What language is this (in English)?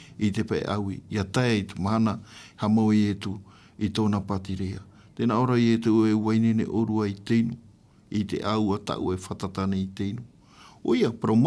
Tahitian